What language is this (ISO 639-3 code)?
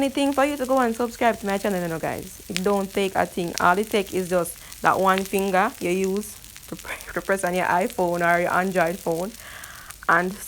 jam